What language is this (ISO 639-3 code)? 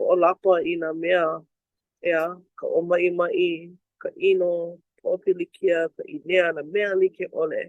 haw